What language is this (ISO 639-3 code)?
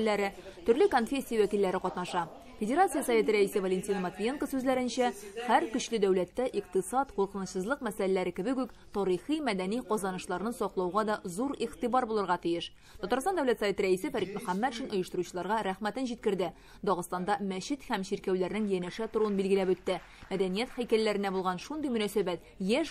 tat